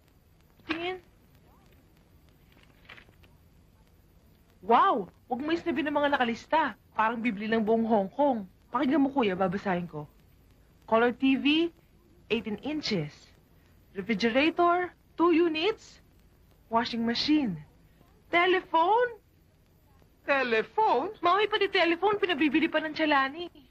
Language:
Filipino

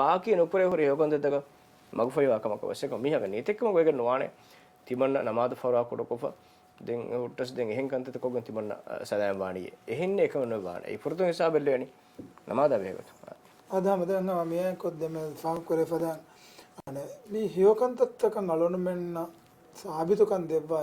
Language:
Divehi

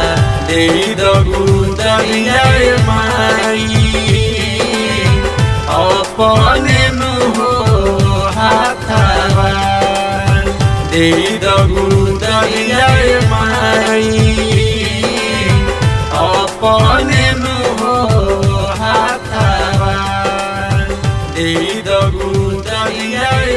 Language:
Bhojpuri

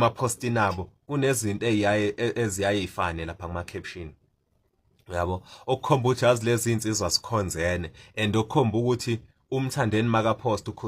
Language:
Zulu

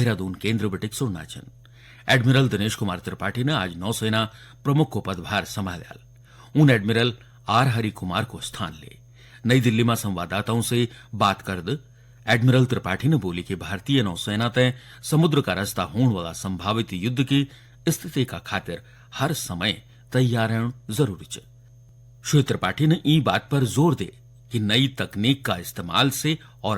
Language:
Garhwali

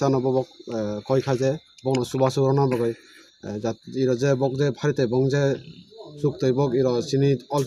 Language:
Riang (India)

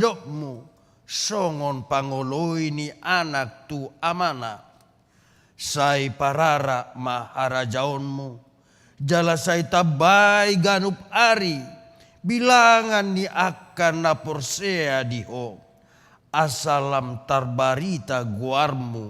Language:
Batak Toba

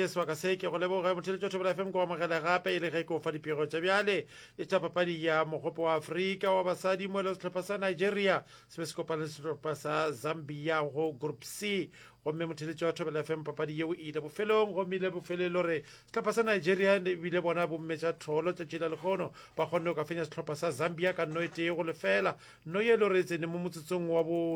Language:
Northern Sotho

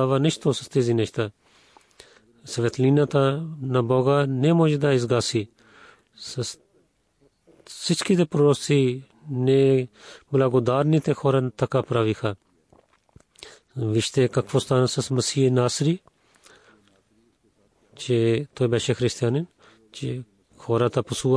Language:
Bulgarian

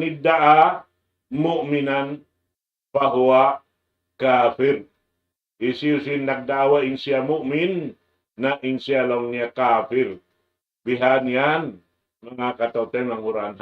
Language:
Tausug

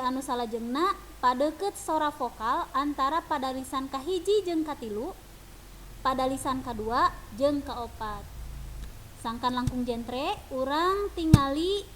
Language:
Sundanese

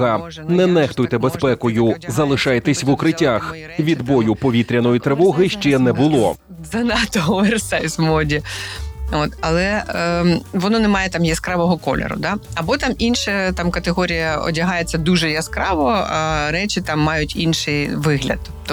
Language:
Ukrainian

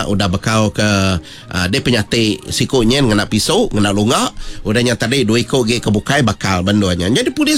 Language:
Iban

